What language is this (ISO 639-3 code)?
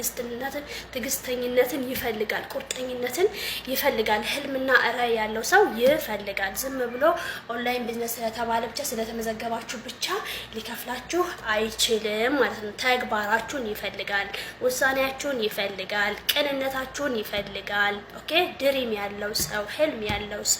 amh